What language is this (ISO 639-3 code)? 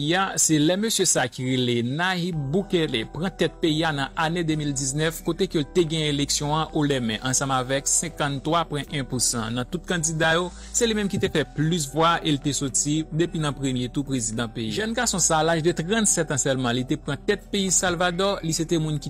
hat